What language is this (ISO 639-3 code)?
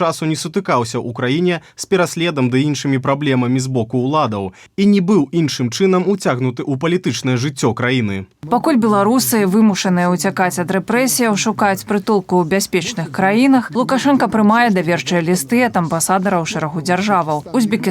bel